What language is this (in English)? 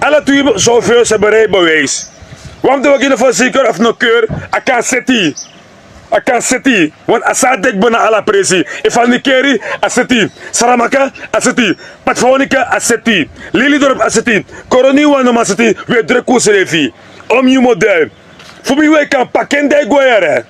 Sranan Tongo